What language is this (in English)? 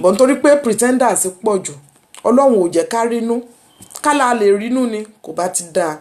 Yoruba